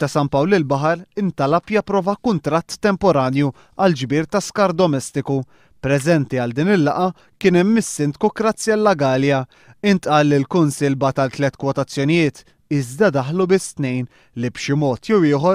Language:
Maltese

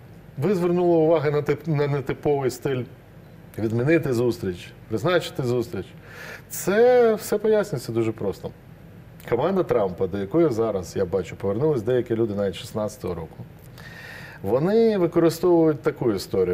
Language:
Ukrainian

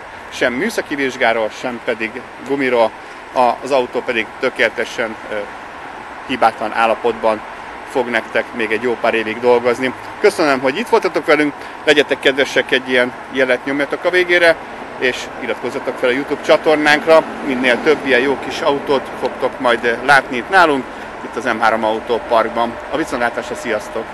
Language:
Hungarian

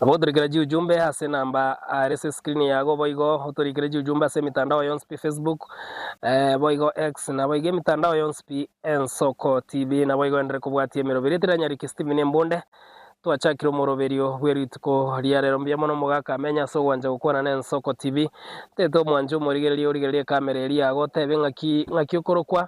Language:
Gusii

